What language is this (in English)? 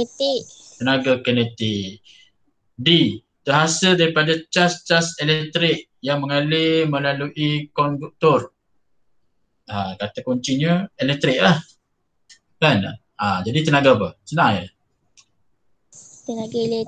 Malay